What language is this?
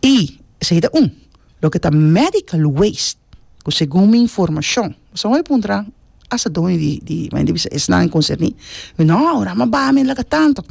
Papiamento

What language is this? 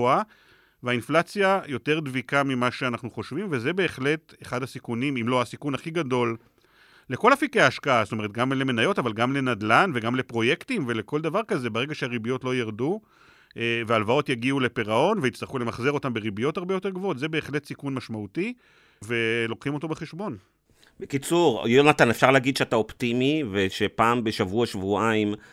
Hebrew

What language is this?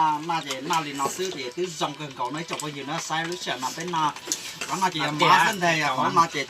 Hmong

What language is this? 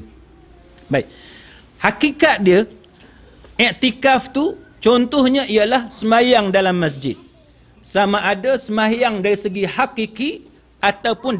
Malay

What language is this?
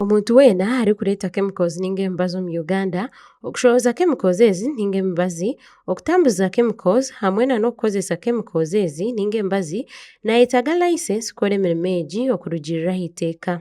Nyankole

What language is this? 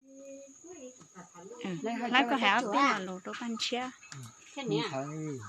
Hmong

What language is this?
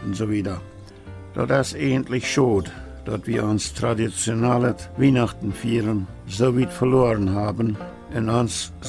Plautdietsch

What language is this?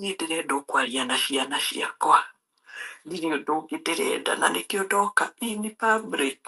Kikuyu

